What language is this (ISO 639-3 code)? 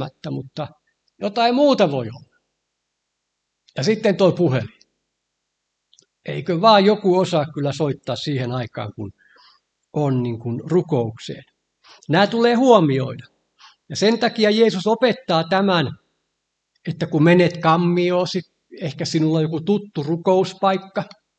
fin